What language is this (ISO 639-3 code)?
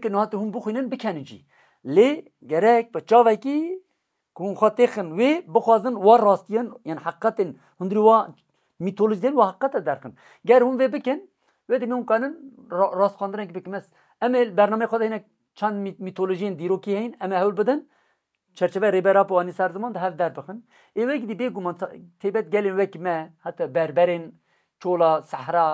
kur